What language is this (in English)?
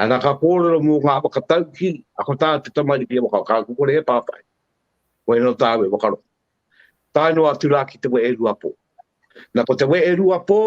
Māori